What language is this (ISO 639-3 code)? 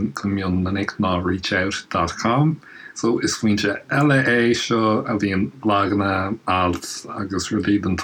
gle